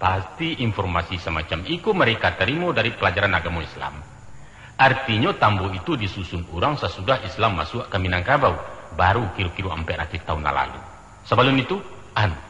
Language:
Minangkabau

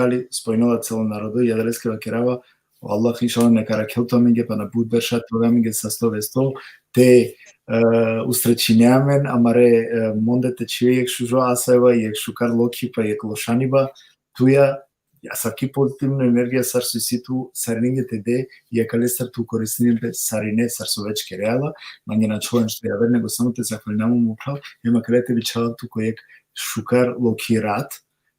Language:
Balkan Romani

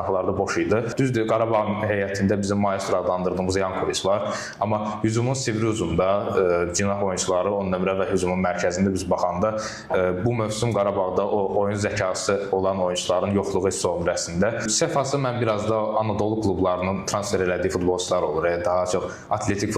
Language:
Azerbaijani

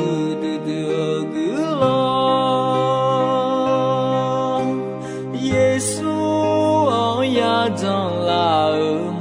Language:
Akha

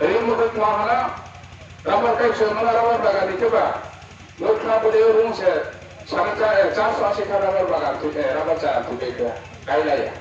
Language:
Riang (India)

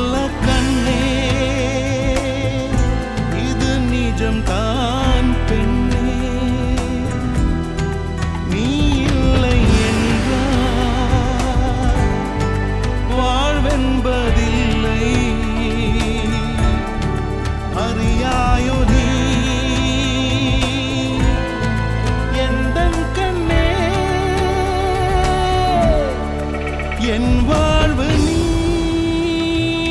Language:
Tamil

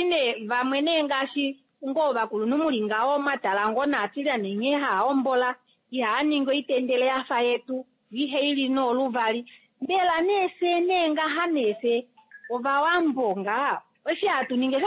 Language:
Kuanyama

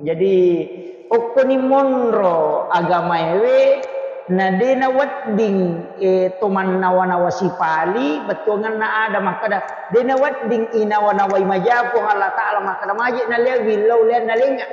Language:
Buginese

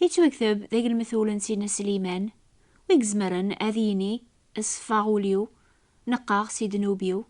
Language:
Kabyle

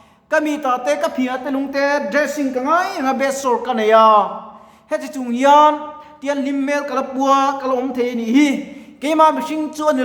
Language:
Mizo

